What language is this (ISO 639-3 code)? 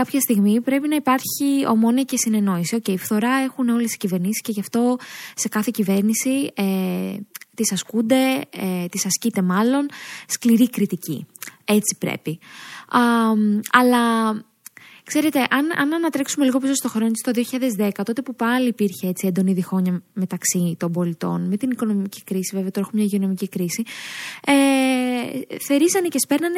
ell